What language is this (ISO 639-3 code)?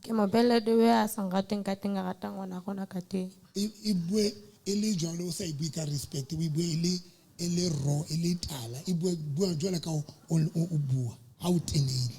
sot